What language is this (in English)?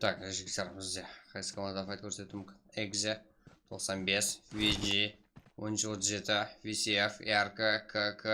Kara-Kalpak